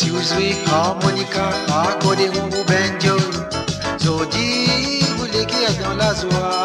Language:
Morisyen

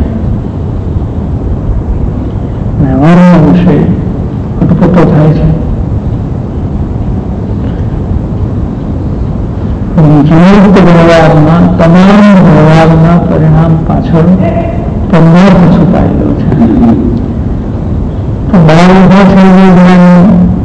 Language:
Gujarati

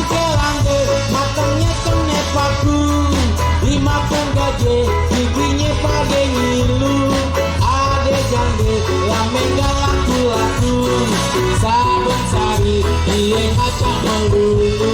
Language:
Betawi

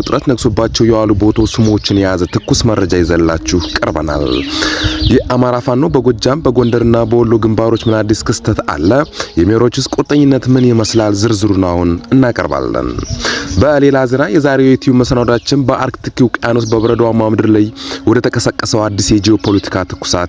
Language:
Amharic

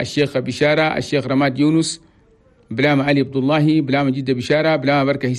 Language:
Chadian Arabic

